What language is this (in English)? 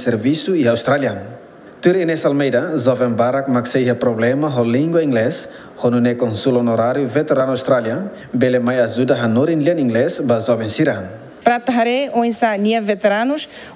Tetum